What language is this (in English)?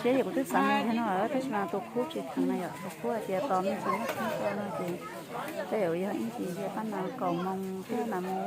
Hmong